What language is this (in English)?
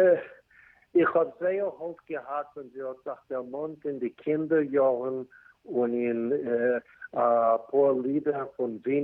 Yiddish